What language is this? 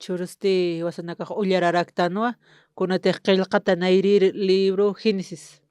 Aymara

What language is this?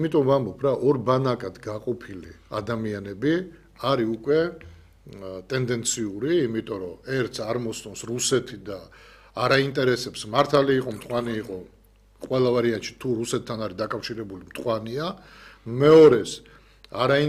Georgian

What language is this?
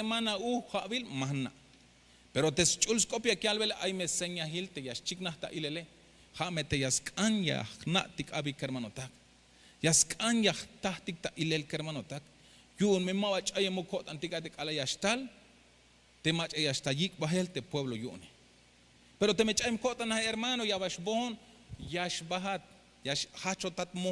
Tzeltal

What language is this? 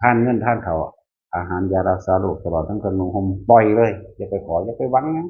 Northeastern Thai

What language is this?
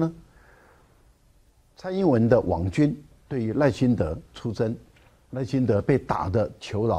Chinese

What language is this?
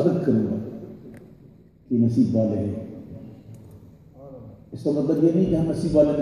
Urdu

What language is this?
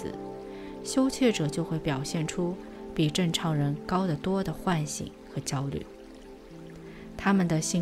Chinese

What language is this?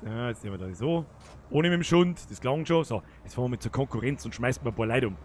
Bavarian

